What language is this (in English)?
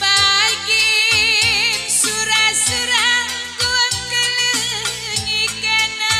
Batak Karo